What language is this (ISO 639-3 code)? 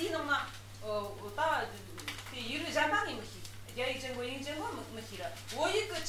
bod